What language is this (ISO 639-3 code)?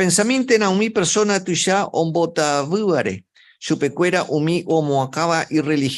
grn